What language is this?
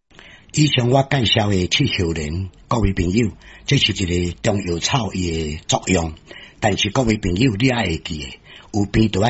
Min Nan Chinese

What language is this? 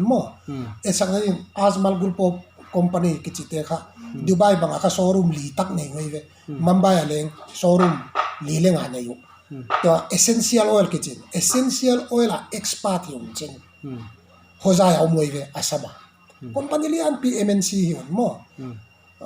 Paite Chin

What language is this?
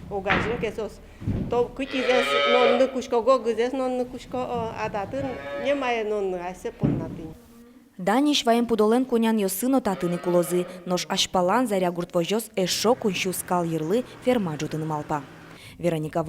Udmurt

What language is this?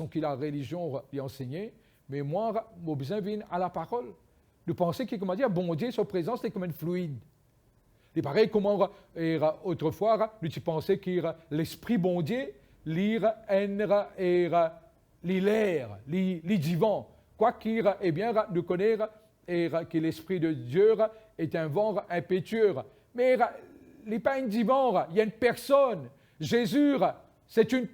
Morisyen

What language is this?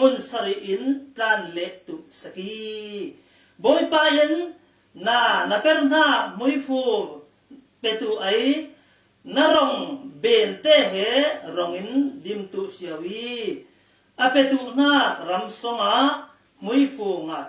Falam Chin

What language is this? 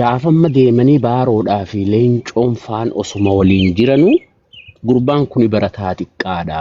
Oromo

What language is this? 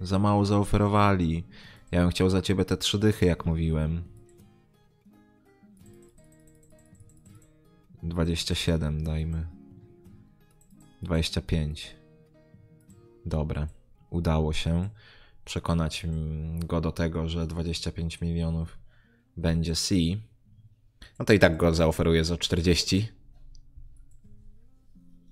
Polish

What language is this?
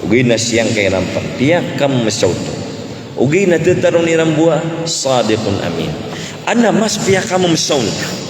Maranao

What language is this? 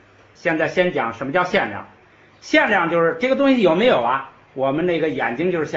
Chinese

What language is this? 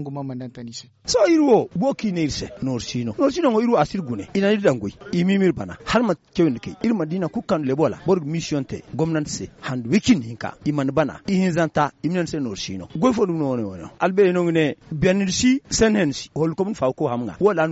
Zarma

